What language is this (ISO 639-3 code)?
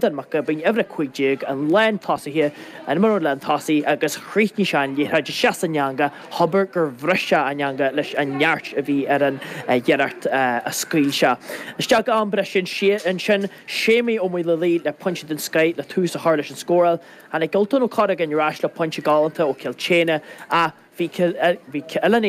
gle